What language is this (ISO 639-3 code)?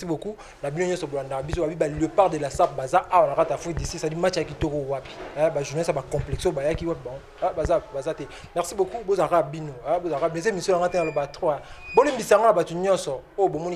lin